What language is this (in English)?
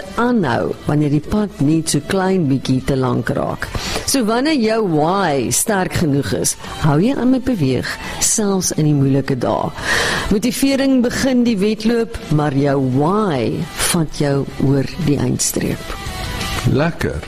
Afrikaans